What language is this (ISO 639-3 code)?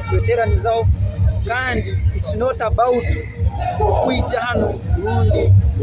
nyo